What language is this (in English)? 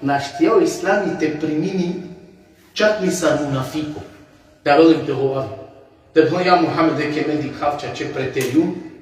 Balkan Romani